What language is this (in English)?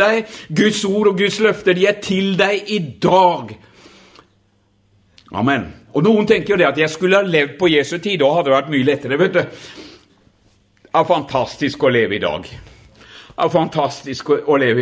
Norwegian